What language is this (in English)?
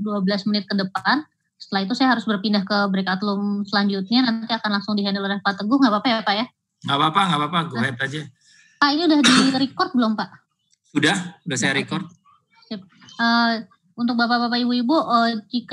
Indonesian